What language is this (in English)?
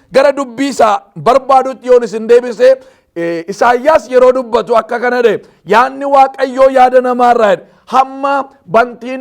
Oromo